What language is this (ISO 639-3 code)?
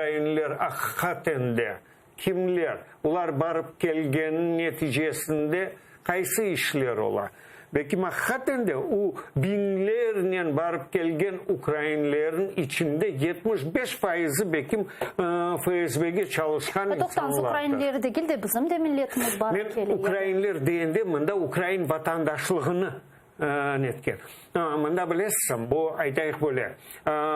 crh